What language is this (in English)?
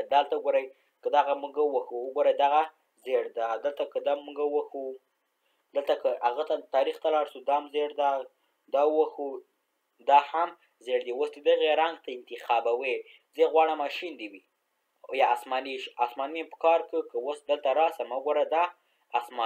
Pashto